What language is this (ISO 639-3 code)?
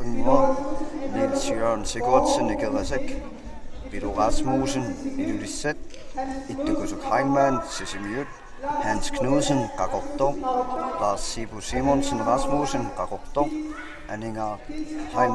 kal